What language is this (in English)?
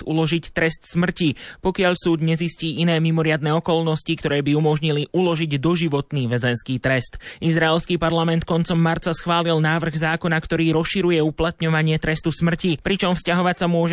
Slovak